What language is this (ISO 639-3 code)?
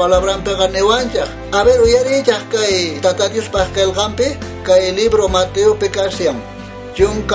quh